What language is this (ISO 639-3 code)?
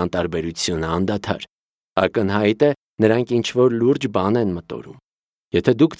hye